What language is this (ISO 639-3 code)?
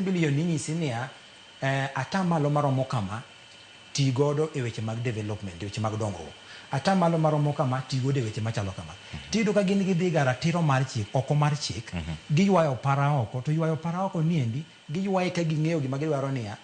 luo